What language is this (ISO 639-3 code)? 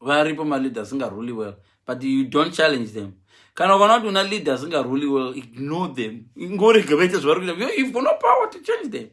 sna